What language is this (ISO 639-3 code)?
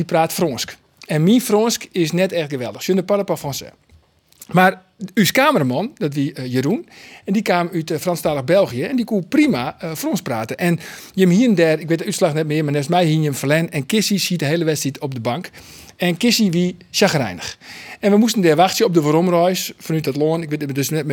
fry